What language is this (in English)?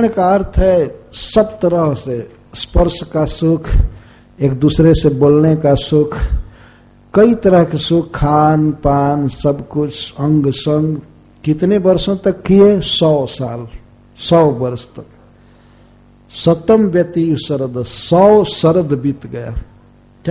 Hindi